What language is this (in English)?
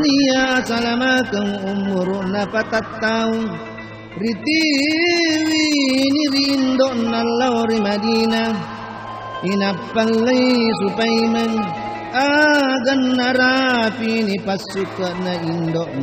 Buginese